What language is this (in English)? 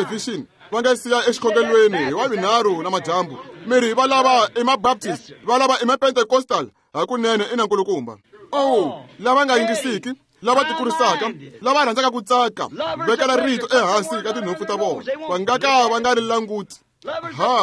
Tsonga